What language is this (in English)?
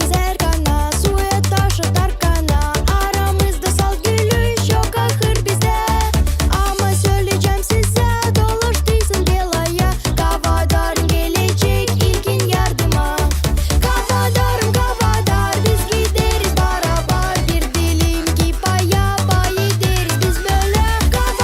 Gagauz